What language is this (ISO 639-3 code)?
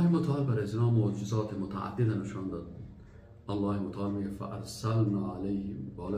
fas